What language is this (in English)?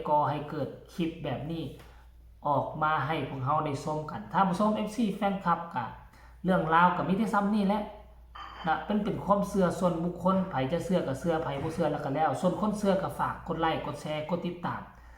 Northeastern Thai